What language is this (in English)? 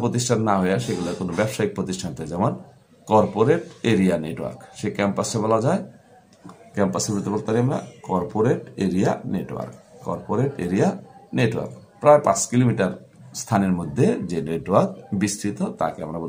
Bangla